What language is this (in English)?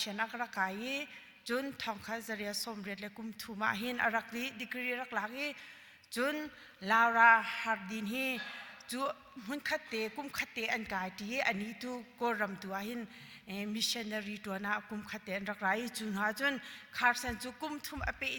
Hakha Chin